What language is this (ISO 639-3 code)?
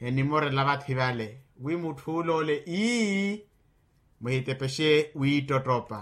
vmw